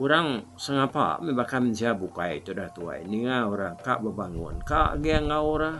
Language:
Iban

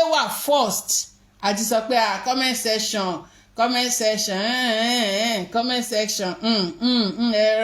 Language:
Yoruba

